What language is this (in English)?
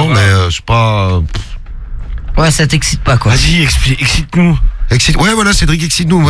French